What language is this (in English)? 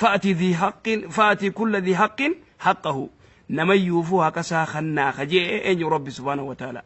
Oromo